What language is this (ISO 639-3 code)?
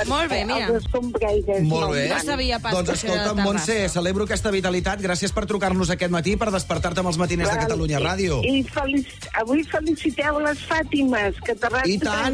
cat